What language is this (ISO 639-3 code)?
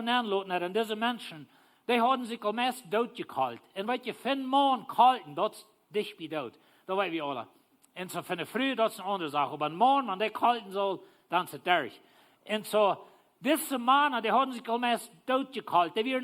pdt